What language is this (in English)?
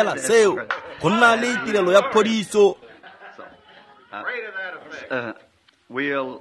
Tswana